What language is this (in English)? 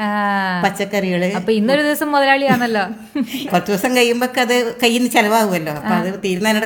Malayalam